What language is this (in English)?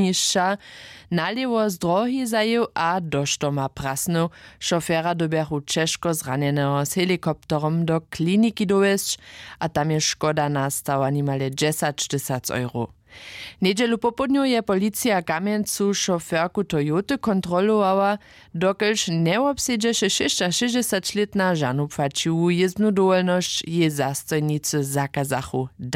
Upper Sorbian